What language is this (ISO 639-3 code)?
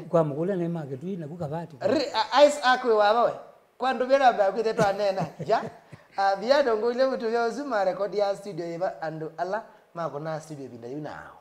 kam